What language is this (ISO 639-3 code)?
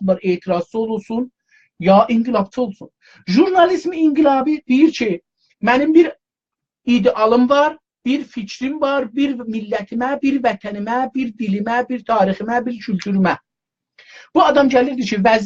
azb